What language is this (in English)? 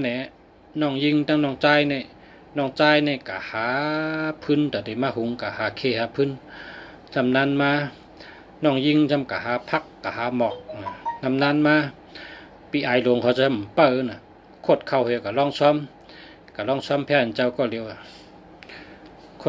Shan